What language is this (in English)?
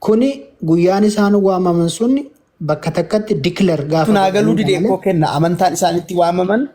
Oromo